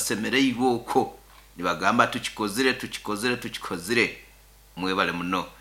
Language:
Nyankole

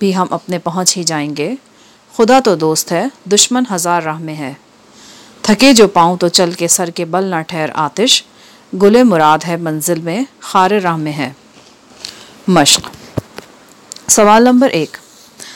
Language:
Urdu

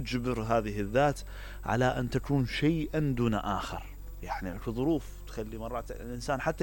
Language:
Mesopotamian Arabic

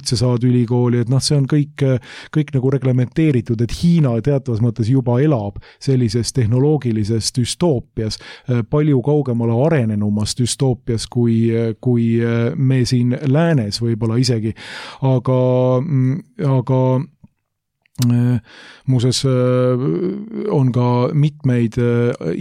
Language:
Estonian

